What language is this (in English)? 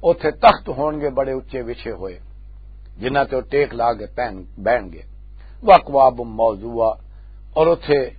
Western Panjabi